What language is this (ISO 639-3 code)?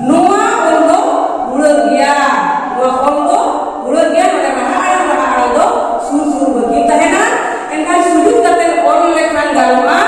sat